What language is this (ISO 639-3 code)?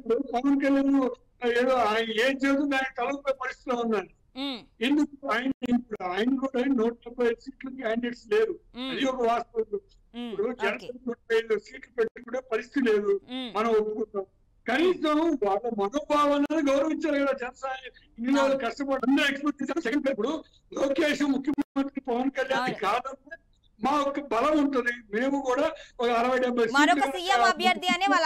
tel